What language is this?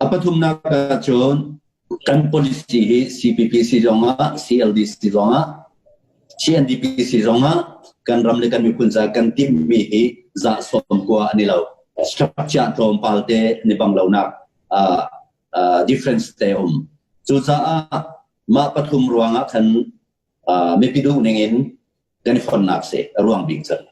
Hakha Chin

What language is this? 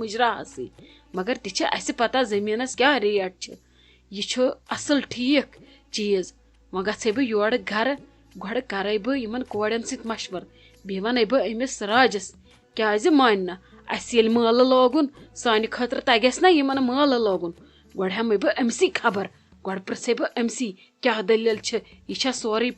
Kashmiri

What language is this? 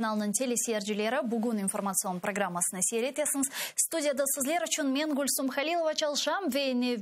Crimean Tatar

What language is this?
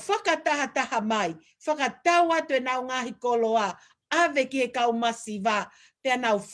Tongan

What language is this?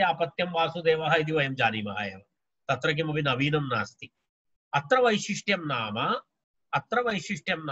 Sanskrit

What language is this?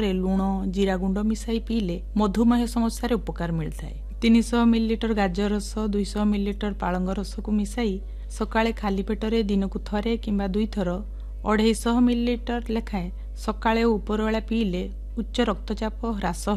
Odia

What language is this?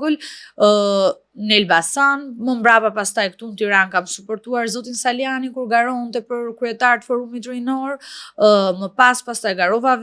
Albanian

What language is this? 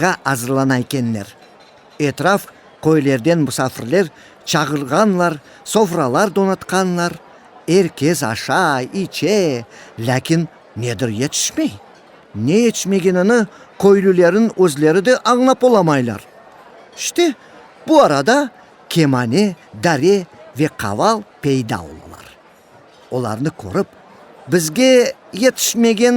Crimean Tatar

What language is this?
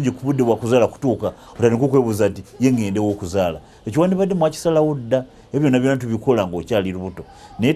Nyankole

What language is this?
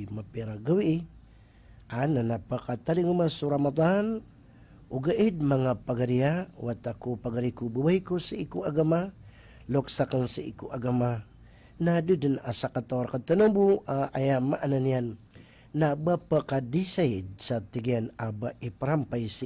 Maranao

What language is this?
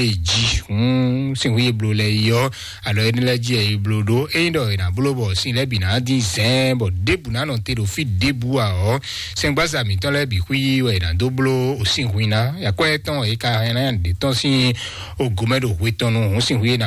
Fon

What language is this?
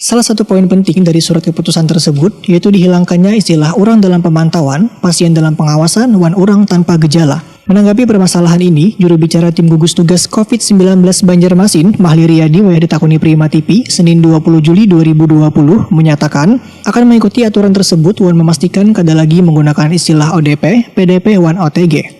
Banjar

